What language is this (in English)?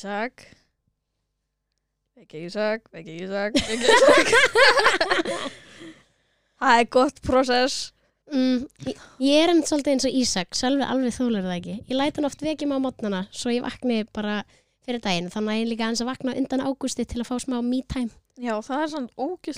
Icelandic